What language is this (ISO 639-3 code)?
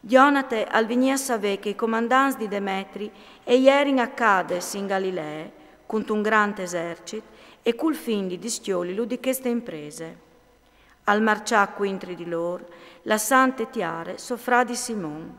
fur